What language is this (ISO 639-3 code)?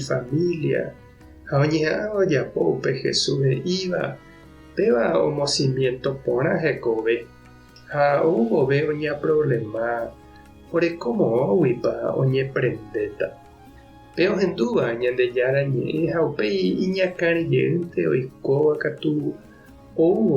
grn